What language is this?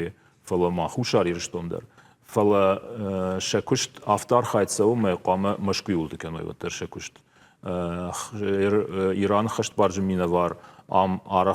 Ossetic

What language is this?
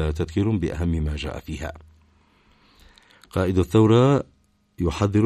Arabic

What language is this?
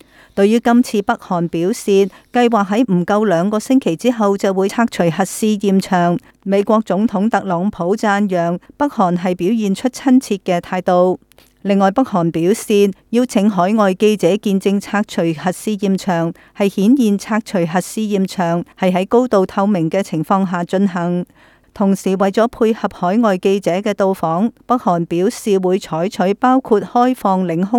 Cantonese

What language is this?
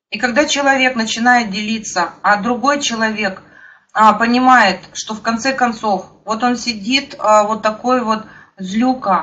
Russian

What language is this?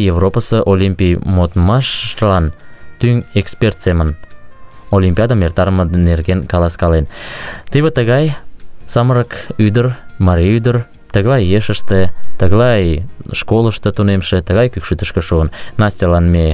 Mari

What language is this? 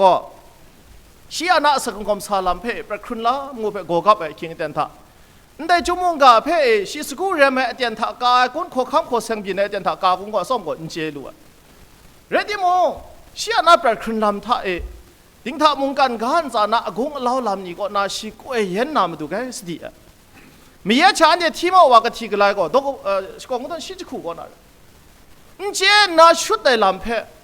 Kachin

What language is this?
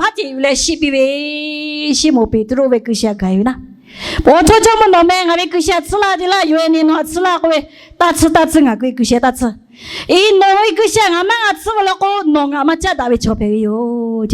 Lahu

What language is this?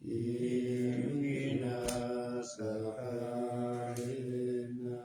Pali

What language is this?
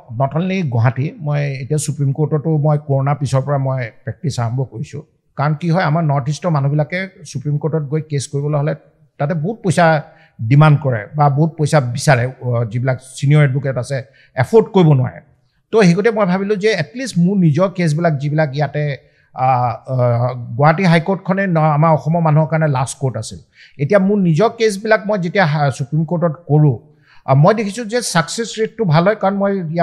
Assamese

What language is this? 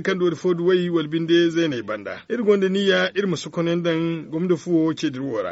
Zarma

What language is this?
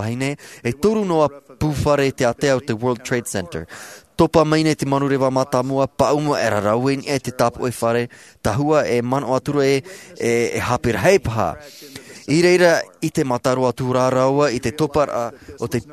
Tahitian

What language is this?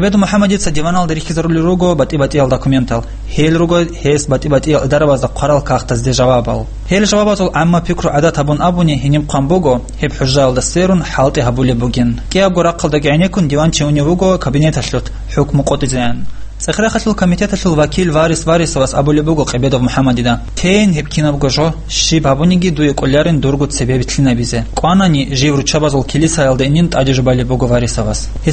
Avaric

